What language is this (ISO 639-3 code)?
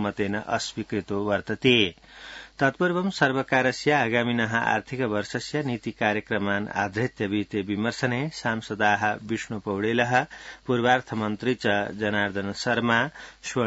san